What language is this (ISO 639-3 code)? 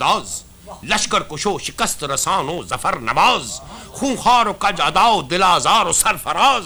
urd